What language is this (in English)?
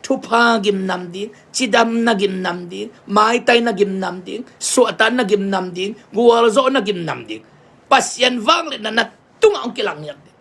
Tedim Chin